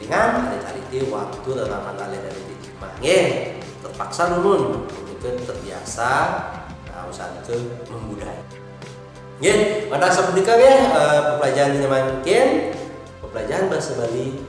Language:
Balinese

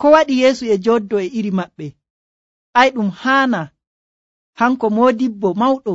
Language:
Nigerian Fulfulde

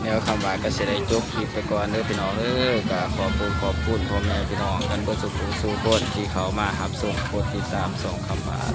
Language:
Northeastern Thai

